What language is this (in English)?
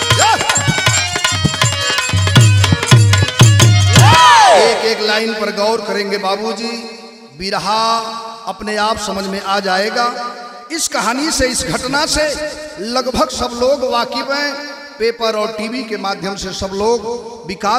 Bhojpuri